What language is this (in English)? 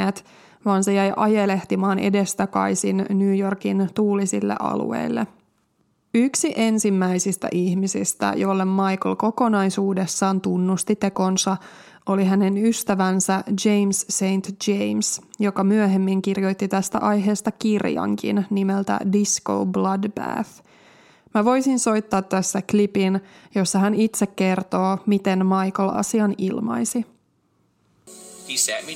Finnish